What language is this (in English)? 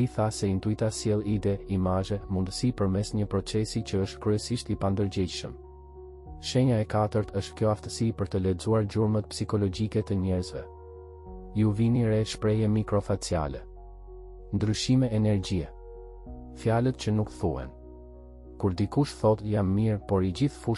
Albanian